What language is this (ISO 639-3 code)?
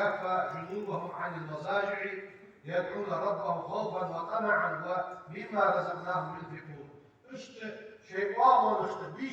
inh